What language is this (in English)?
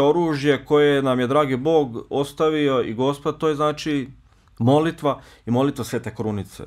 Bosnian